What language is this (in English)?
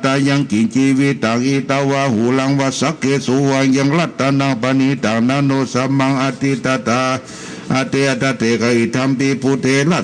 Pali